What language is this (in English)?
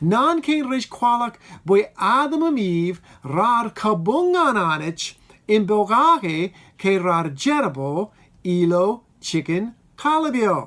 Marshallese